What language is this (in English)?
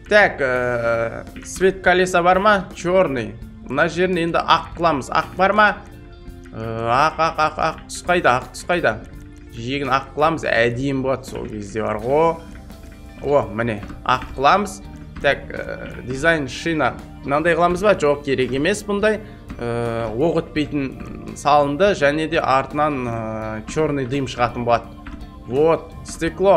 Kazakh